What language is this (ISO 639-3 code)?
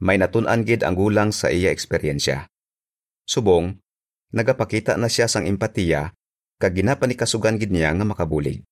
hil